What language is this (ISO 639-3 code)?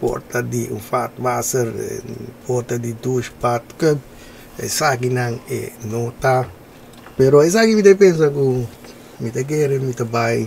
pap